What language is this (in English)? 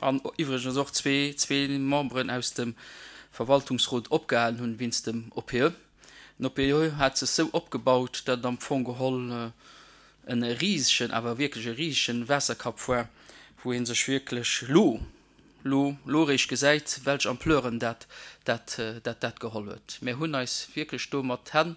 Luxembourgish